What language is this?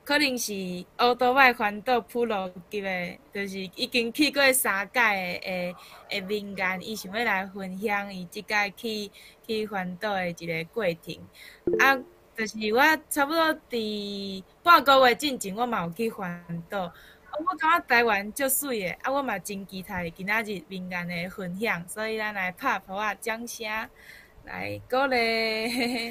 Min Nan Chinese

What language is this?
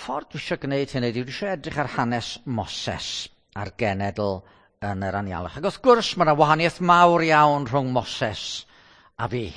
Welsh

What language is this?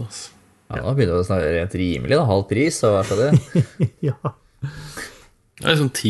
Norwegian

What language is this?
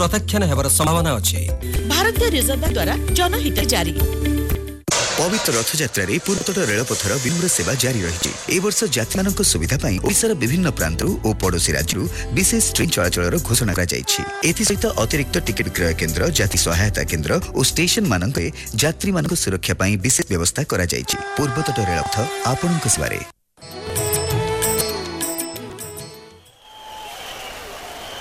Odia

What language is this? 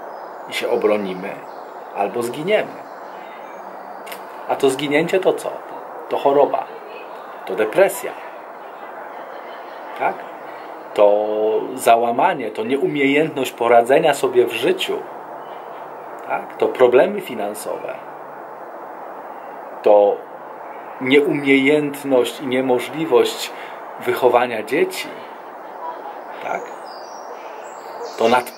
Polish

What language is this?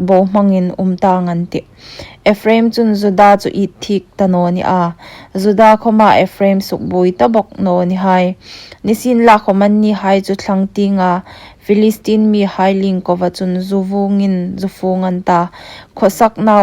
Hmar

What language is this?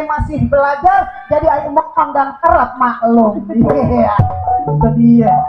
Betawi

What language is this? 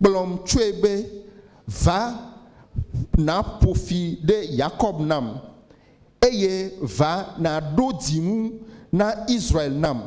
Ewe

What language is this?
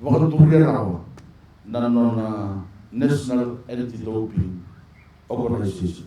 Fijian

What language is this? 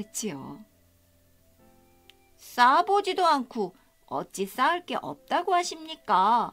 Korean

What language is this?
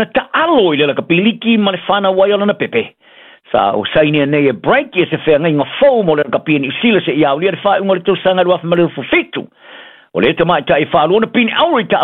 Samoan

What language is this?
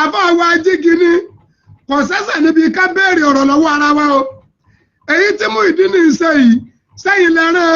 Yoruba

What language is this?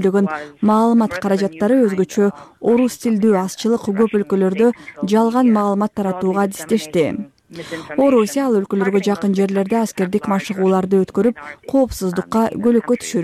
Kyrgyz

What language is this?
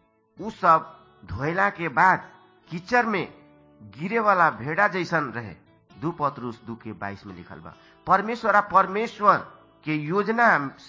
Bhojpuri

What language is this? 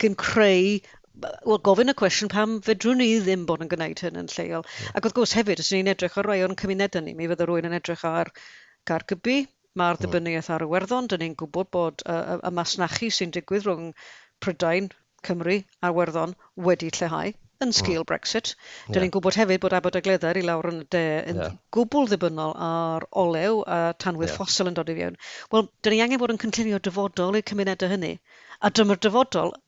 Welsh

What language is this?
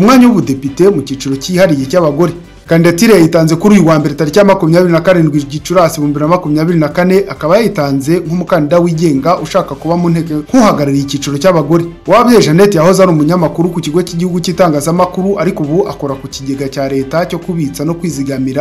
Kinyarwanda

